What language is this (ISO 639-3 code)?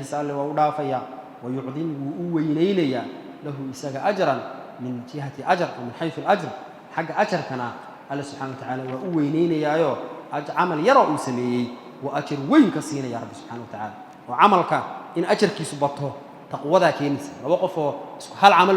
som